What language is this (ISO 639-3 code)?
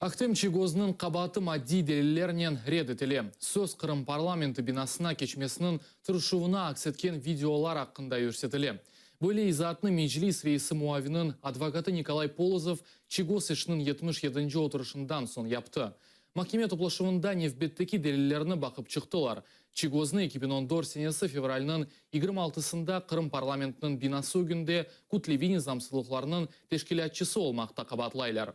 crh